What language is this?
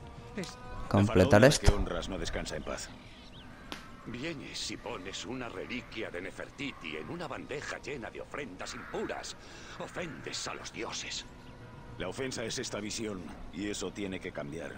Spanish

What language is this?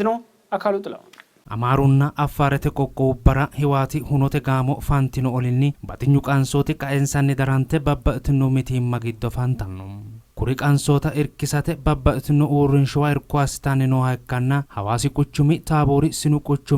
Sidamo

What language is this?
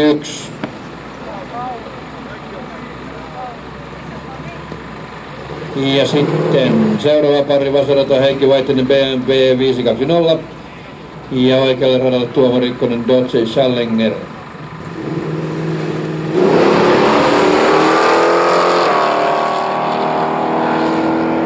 Finnish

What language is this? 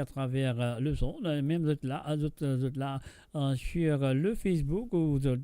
Morisyen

